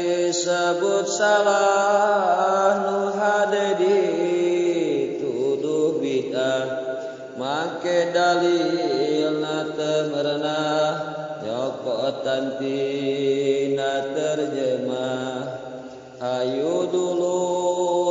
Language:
Sundanese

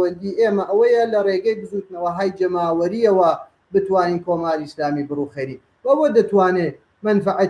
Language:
Central Kurdish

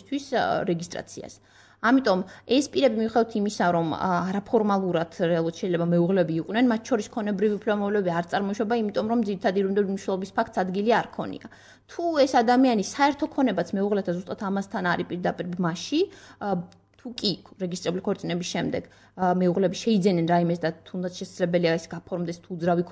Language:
Georgian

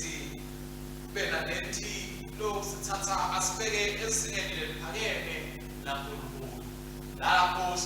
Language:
Swati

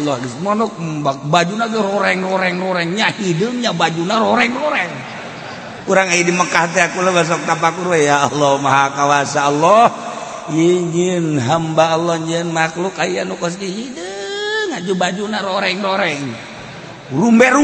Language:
Sundanese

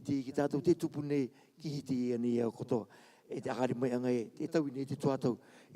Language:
Rarotongan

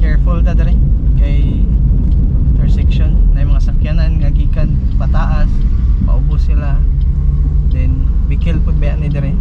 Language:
Cebuano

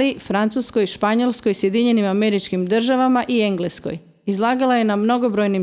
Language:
Croatian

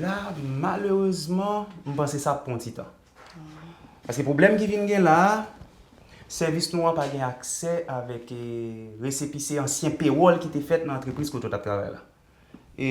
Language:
Haitian Creole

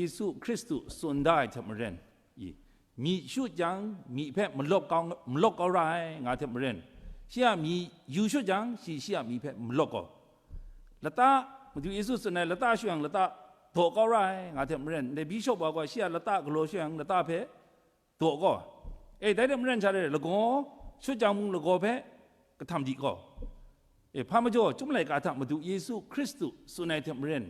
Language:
Kachin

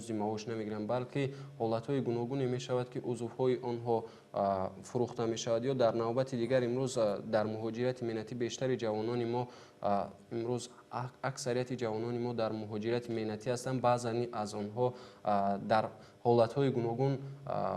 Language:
Tajik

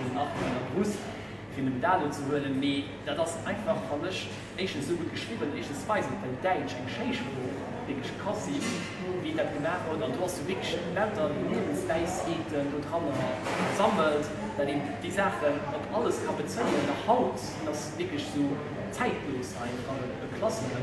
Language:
Luxembourgish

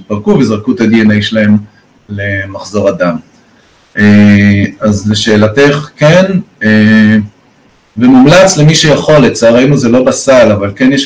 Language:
Hebrew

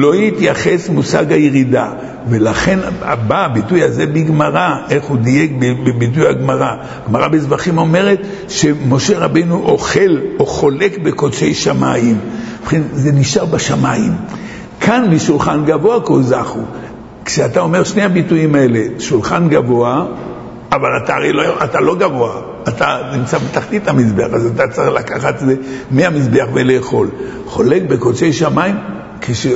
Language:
Hebrew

